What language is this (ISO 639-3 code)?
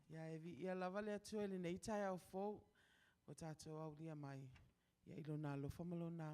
smo